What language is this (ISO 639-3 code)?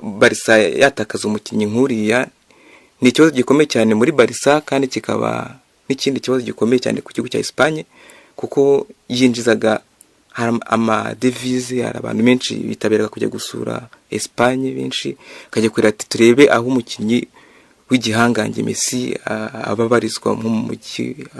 kin